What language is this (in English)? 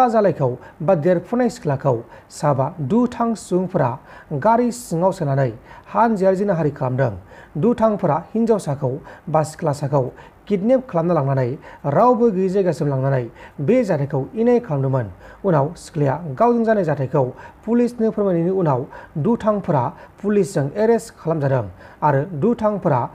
Bodo